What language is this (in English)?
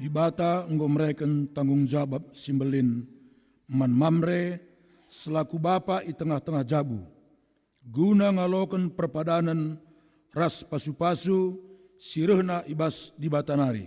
Batak Karo